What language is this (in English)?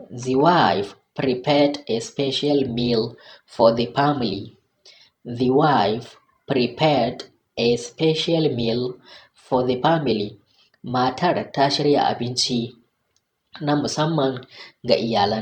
Hausa